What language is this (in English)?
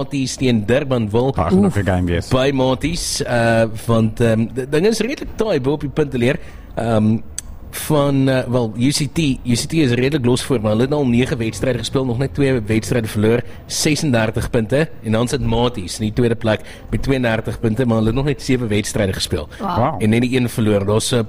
Afrikaans